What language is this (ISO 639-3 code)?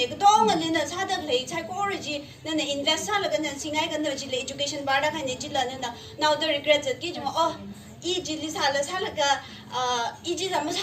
nmf